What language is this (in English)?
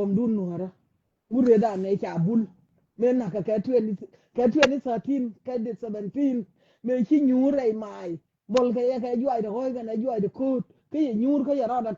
Nuer